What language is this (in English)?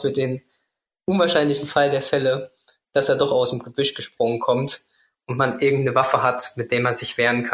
German